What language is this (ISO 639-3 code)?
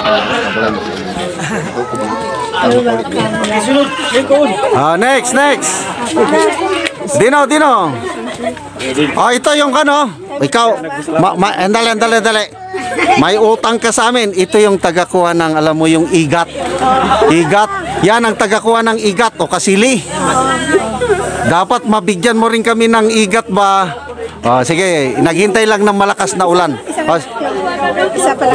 fil